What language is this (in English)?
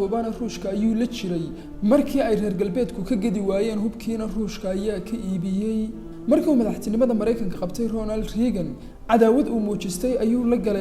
Somali